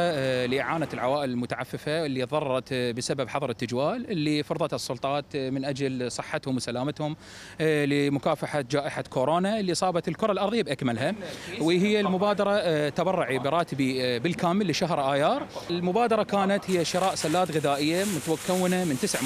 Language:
Mesopotamian Arabic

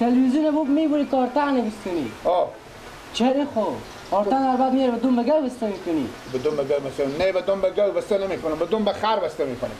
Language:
Persian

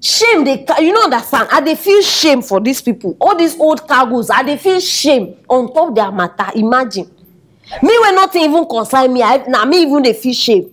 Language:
Nigerian Pidgin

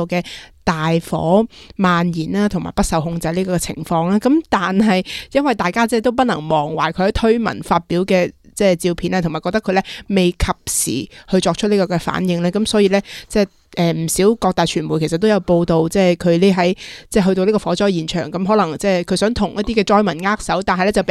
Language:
Cantonese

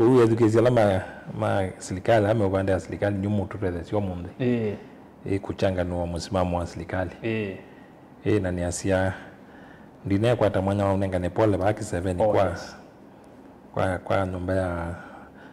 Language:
Kamba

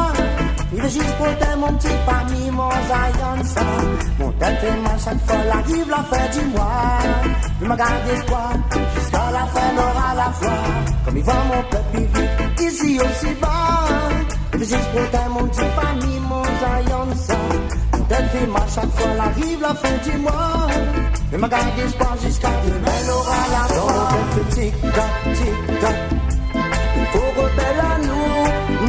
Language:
Réunion Creole French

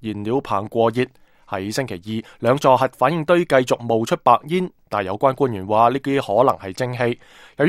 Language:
Cantonese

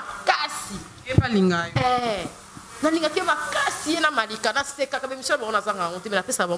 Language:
Lingala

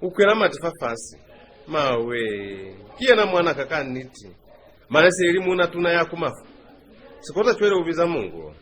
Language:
Lozi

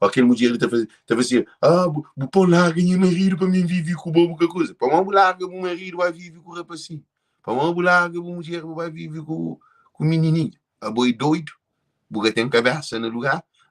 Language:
Kabuverdianu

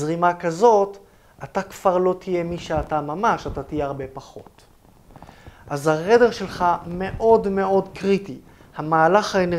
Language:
Hebrew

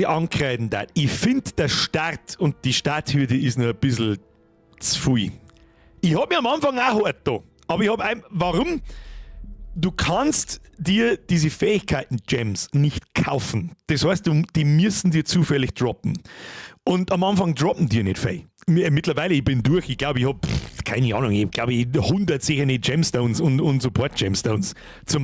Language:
Bavarian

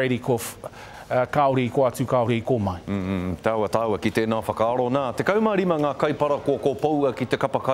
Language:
Māori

